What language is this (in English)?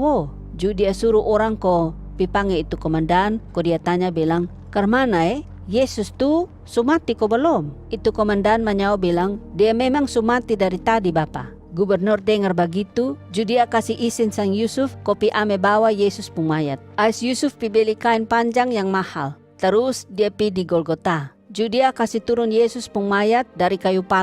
Kupang Malay